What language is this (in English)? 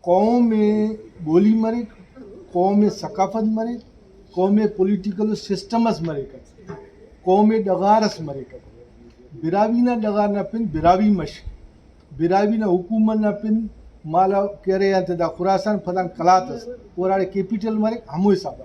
Brahui